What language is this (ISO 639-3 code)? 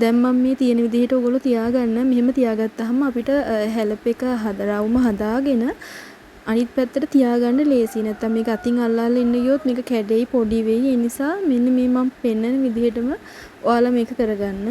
sin